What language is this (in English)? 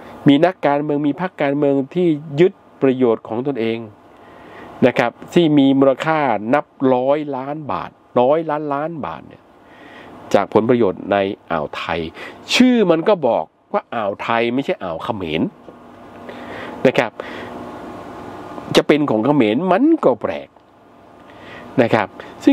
Thai